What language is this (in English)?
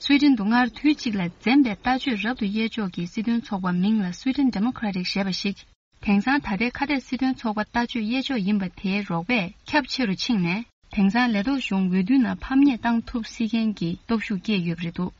Tibetan